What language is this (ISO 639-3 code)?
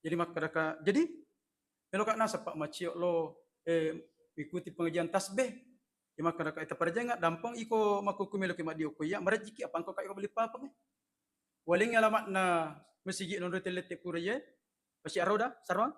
bug